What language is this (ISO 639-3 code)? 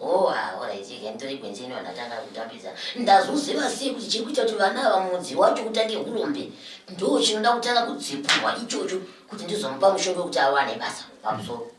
sna